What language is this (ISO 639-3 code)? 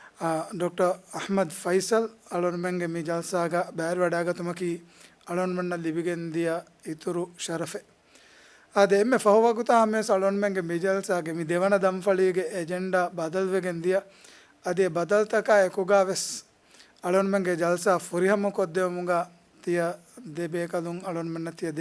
div